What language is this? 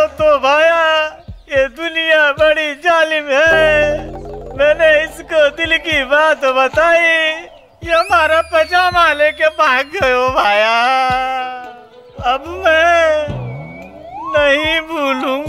Bhojpuri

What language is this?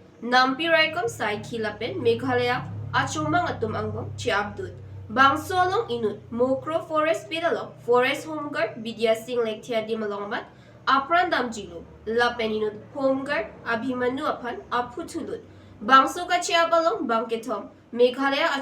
Karbi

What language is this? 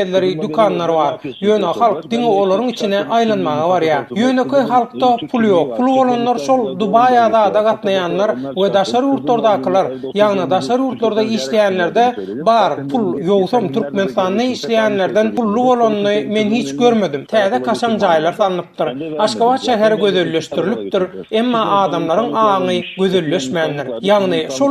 Turkmen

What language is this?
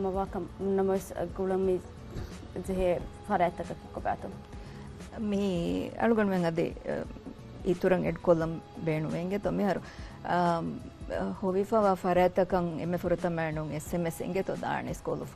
Divehi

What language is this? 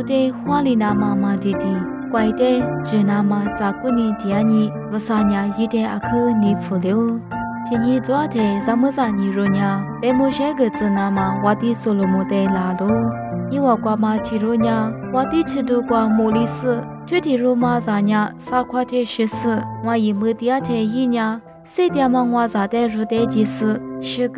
Lisu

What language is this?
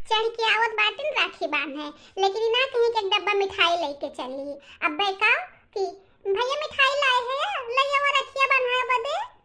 Bhojpuri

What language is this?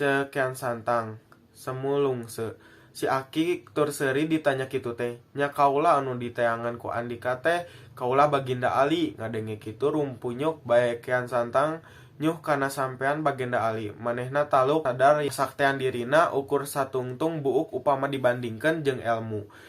Sundanese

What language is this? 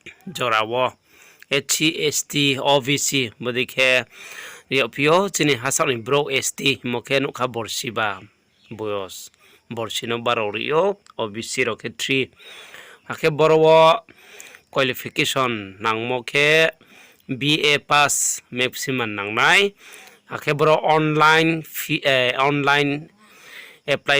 Riang (India)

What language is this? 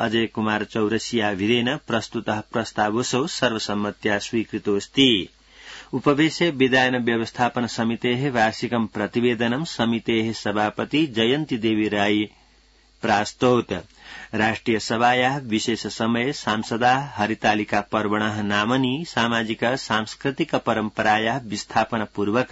Sanskrit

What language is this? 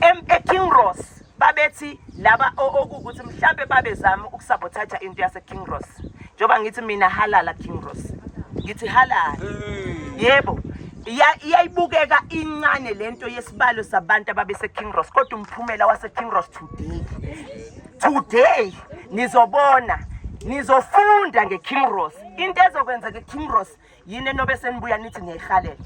Zulu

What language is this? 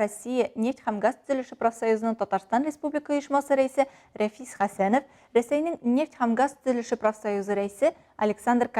Tatar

